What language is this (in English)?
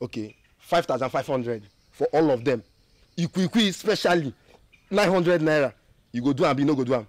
Nigerian Pidgin